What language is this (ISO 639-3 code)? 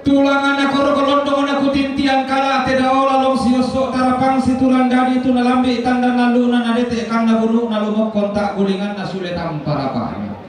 sda